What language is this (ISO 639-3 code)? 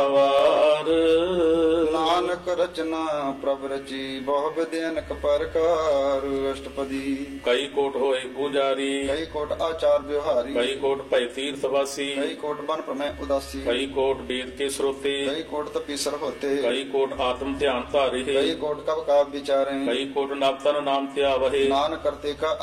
pan